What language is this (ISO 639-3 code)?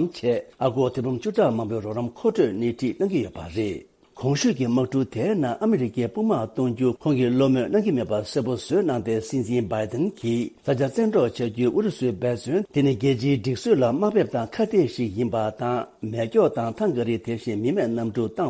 bod